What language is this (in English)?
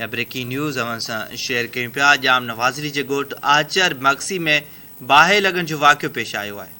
Sindhi